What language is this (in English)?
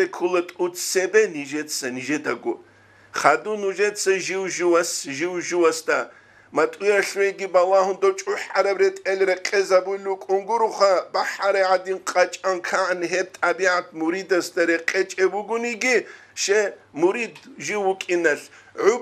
Avaric